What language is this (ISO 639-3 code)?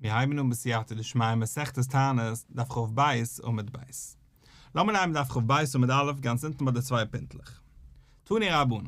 yid